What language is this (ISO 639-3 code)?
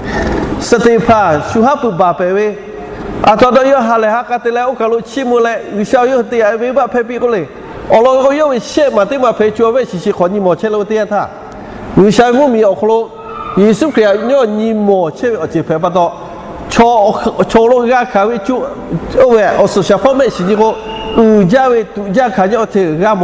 lhu